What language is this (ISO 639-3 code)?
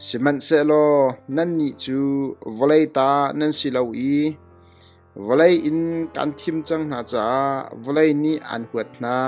cnh